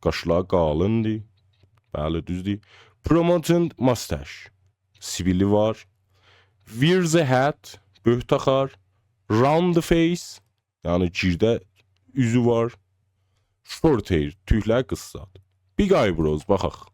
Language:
South Azerbaijani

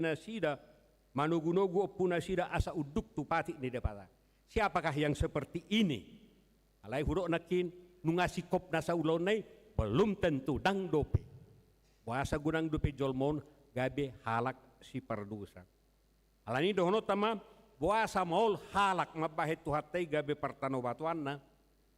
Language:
Batak Toba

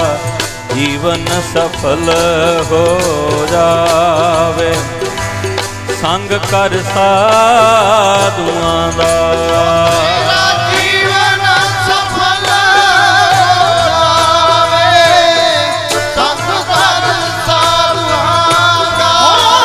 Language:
Punjabi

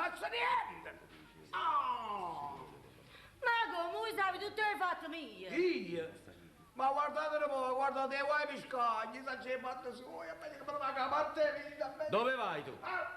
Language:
Neapolitan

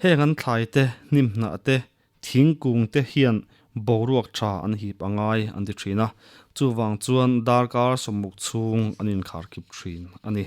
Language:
Mizo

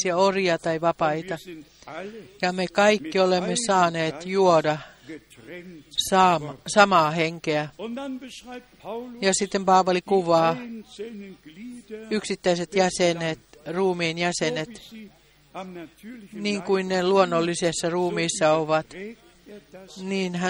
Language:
Finnish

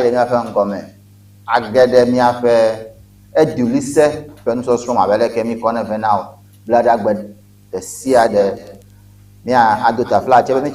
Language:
Ewe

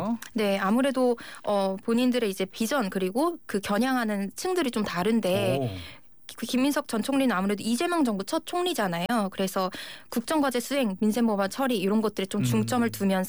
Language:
Korean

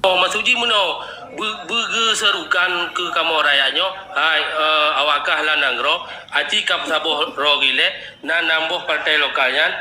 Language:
Achinese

